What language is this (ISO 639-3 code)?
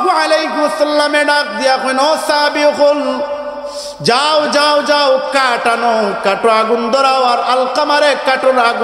syl